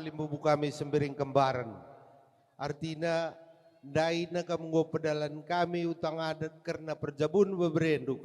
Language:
Batak Karo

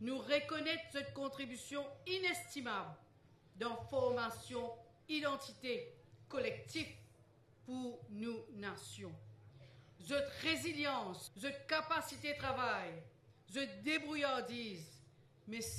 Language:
Morisyen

